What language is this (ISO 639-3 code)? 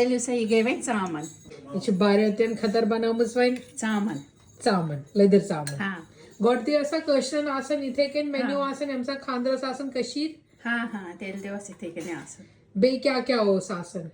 kas